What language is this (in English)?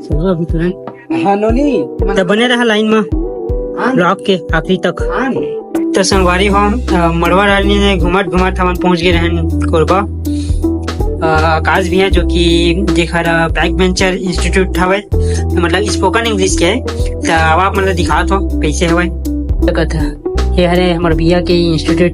Chhattisgarhi